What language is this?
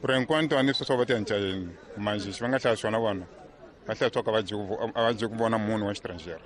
Tsonga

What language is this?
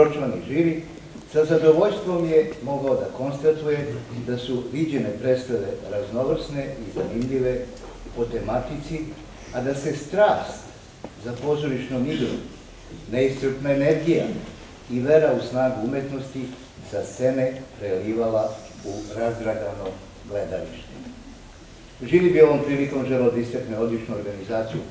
Serbian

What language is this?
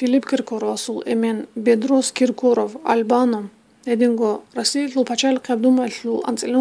Avaric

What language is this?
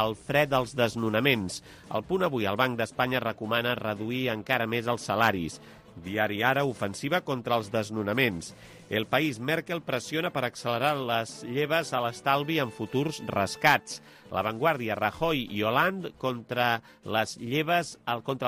Catalan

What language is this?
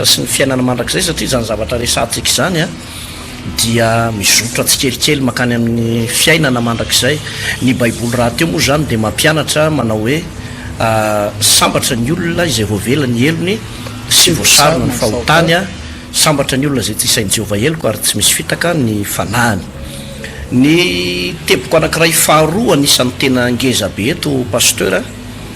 Malagasy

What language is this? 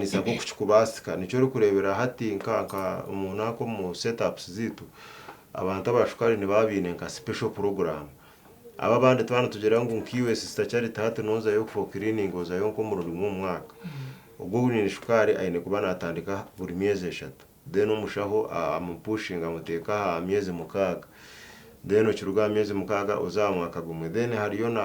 Nyankole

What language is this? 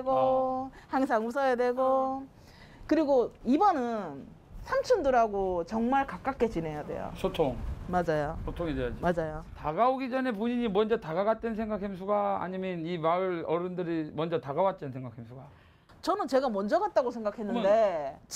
Korean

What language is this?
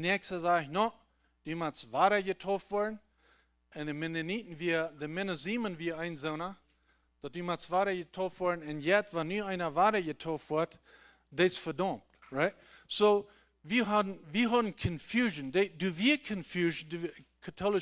Plautdietsch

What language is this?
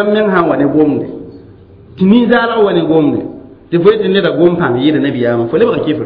Mossi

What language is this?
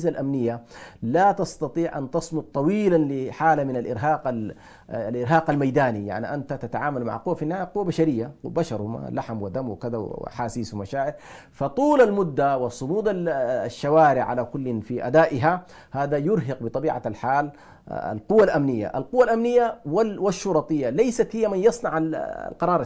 Arabic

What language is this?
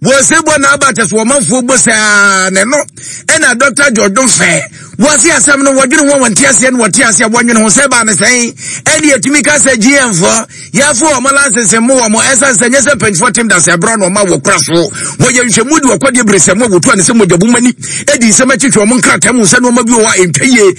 Akan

